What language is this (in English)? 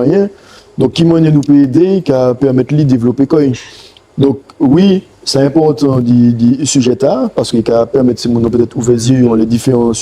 Guadeloupean Creole French